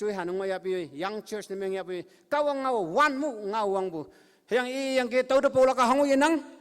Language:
Konyak Naga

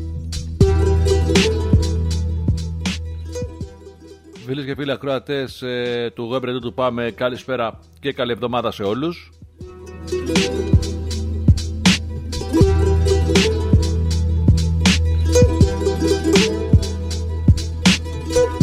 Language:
Greek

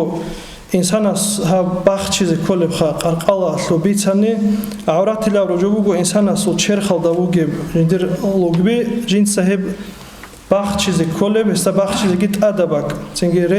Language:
Avaric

